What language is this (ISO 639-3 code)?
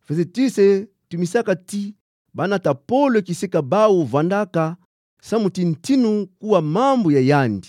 ktu